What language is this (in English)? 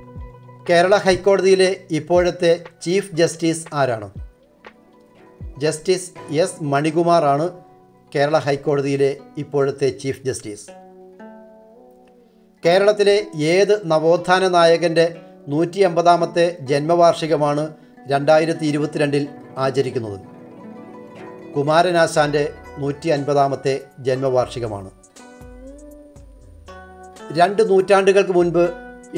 Malayalam